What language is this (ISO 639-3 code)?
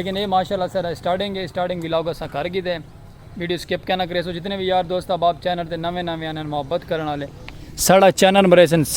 skr